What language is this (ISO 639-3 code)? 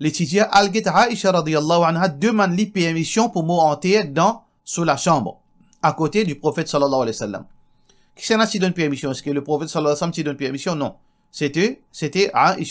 mfe